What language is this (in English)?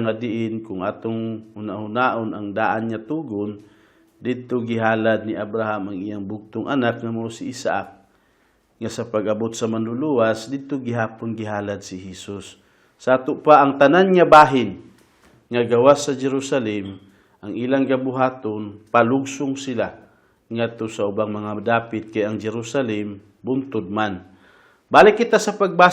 Cebuano